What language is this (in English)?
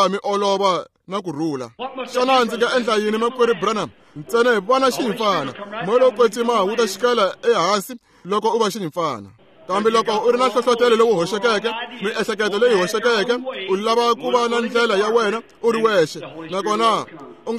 Tsonga